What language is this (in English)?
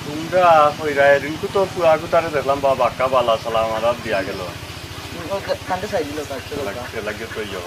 Sylheti